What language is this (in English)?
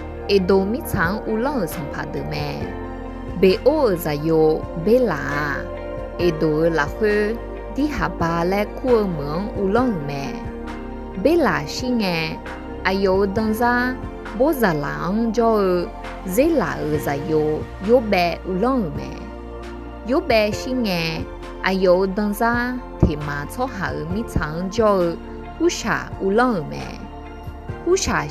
Akha